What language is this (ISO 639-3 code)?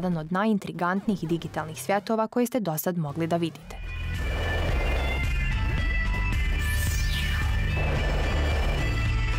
bos